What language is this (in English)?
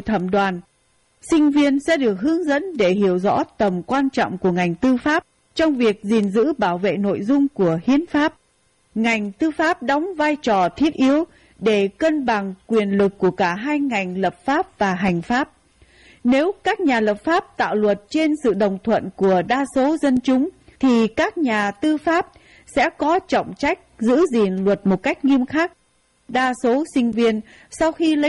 Vietnamese